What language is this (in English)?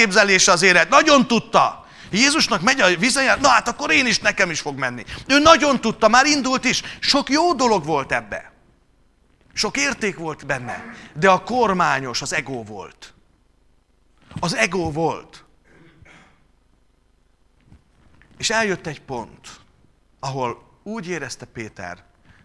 Hungarian